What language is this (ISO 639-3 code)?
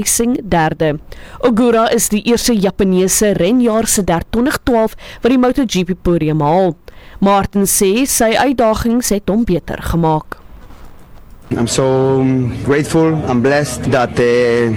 afr